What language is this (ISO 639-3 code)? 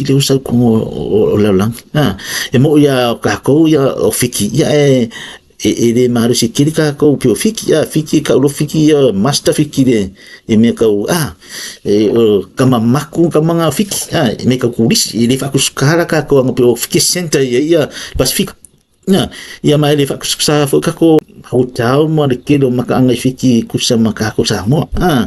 smo